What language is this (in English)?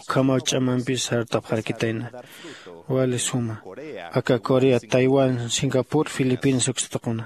Aymara